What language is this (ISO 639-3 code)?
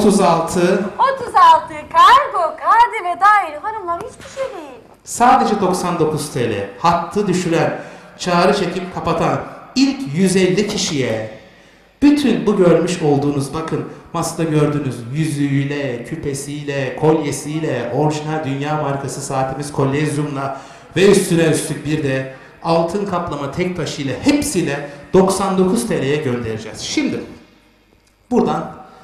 tur